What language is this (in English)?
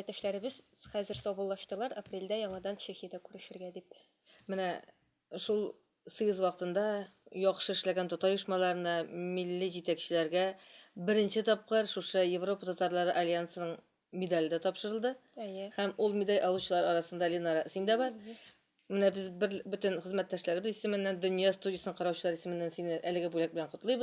Tatar